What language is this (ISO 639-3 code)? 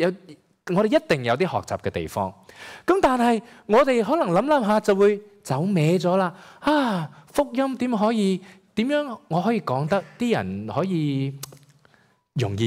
yue